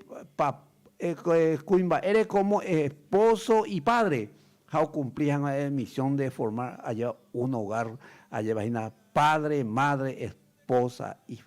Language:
Guarani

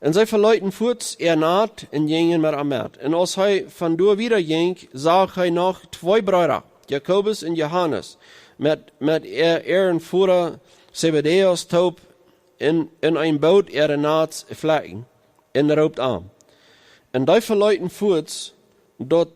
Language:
Plautdietsch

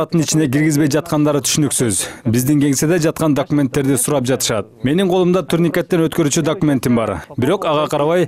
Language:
Kyrgyz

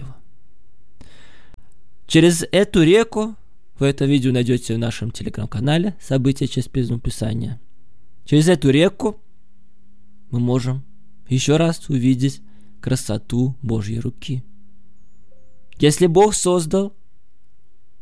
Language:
Russian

